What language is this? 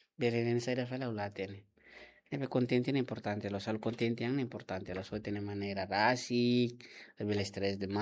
Tetum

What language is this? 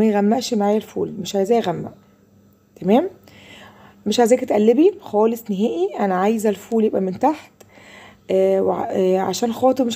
Egyptian Arabic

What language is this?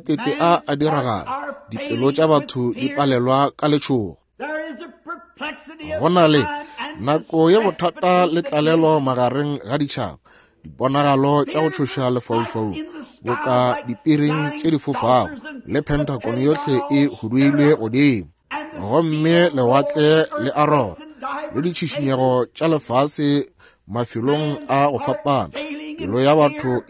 Northern Sotho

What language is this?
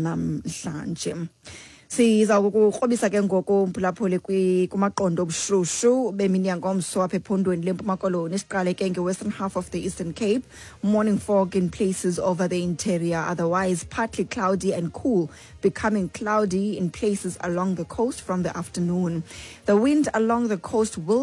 Xhosa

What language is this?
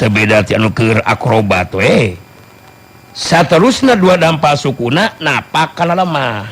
Sundanese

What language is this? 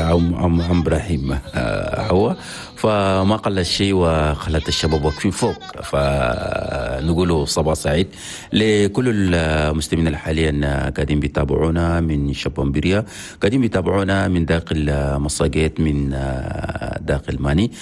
Chadian Arabic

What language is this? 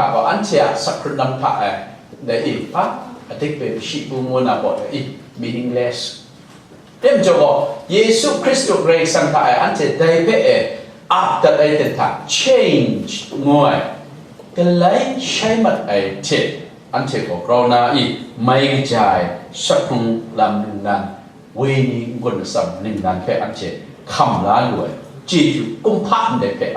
Kachin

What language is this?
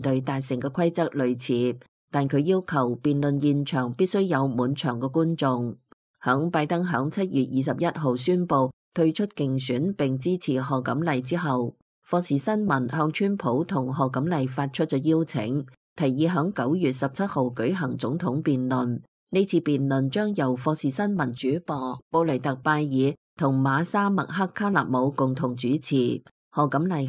Cantonese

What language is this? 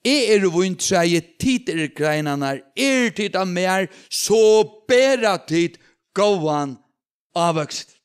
Faroese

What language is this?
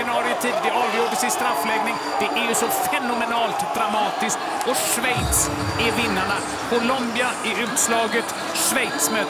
Swedish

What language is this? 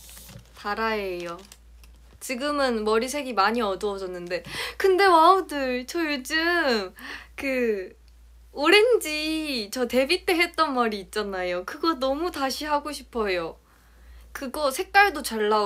Korean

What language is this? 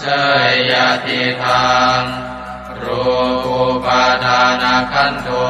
Pali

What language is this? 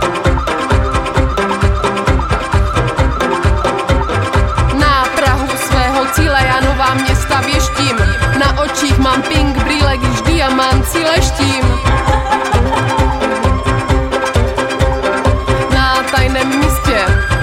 Czech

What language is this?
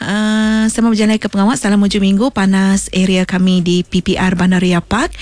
Malay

